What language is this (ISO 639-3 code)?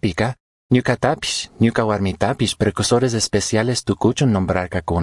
qug